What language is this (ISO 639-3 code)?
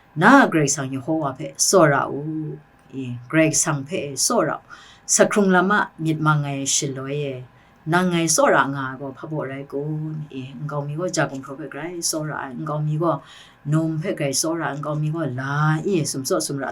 kac